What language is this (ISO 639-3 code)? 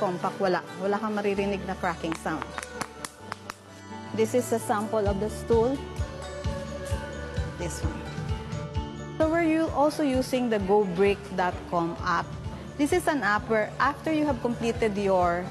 fil